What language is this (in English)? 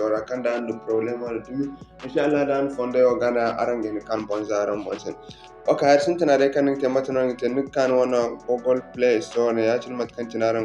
Zarma